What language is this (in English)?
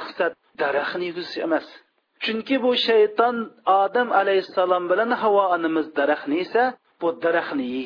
Uyghur